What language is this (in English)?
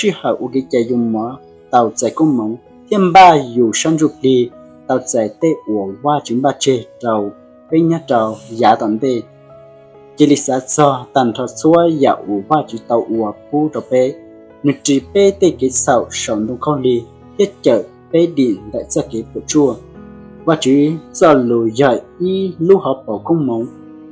Hmong